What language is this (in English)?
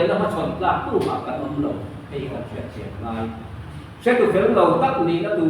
Mizo